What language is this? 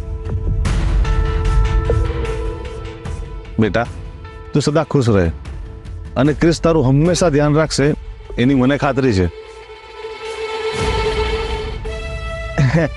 Gujarati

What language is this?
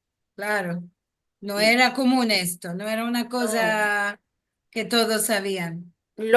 Ladino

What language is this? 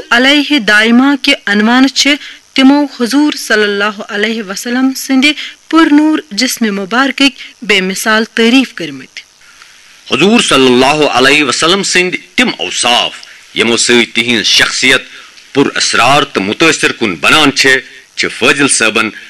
Kashmiri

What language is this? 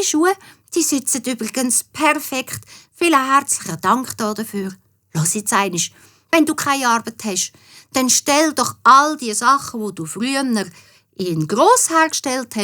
Swiss German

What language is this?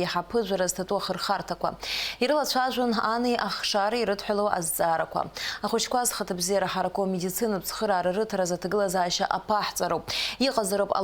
Abkhazian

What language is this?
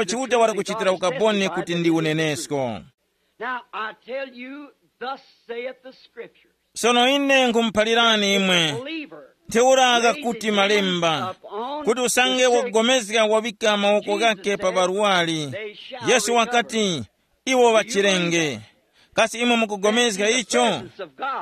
Tumbuka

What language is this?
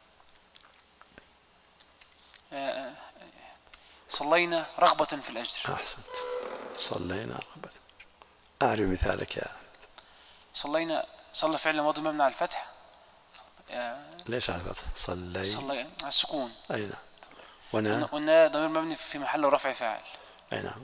Arabic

